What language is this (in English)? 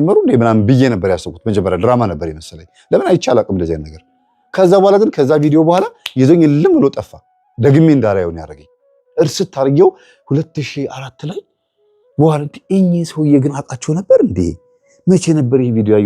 Amharic